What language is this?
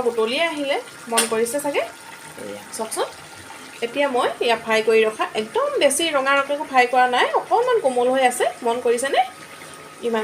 Assamese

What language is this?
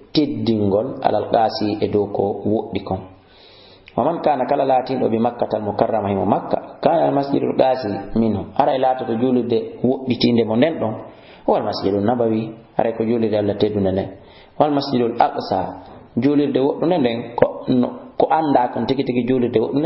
Fula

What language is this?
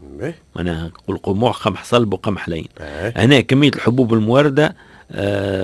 Tunisian Arabic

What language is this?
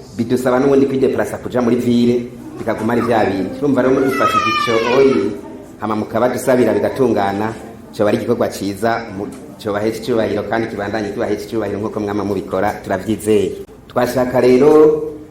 Rundi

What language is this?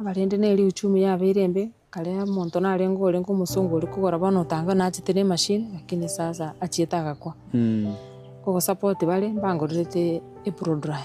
Gusii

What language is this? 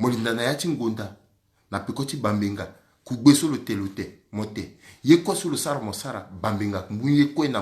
Sango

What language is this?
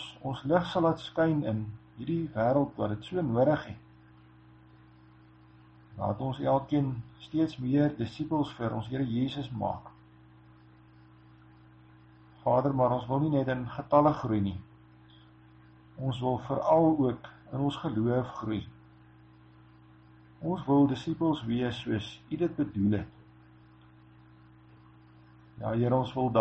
Afrikaans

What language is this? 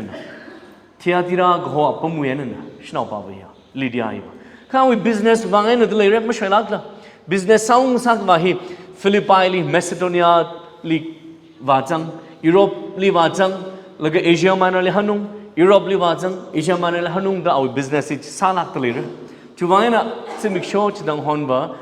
Tangkhul Naga (India)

